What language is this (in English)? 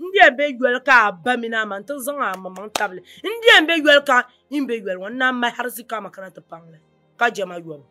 Dagbani